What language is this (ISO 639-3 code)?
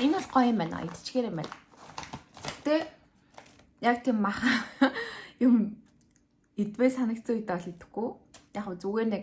mon